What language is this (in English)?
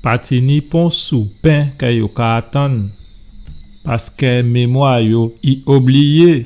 Guadeloupean Creole French